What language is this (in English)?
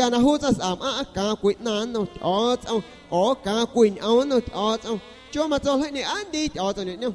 San Pedro Amuzgos Amuzgo